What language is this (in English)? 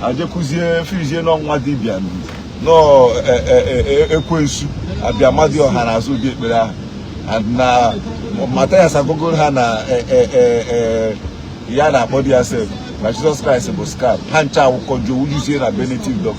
Igbo